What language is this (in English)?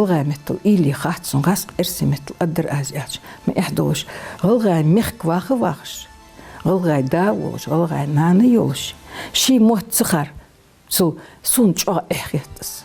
Ingush